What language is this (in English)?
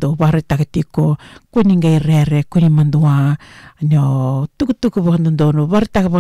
Fijian